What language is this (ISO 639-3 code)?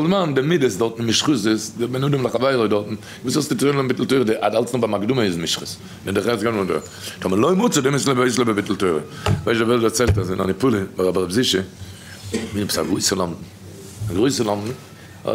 yid